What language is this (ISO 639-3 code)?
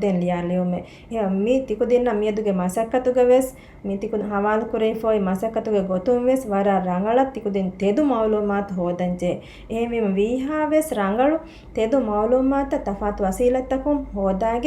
div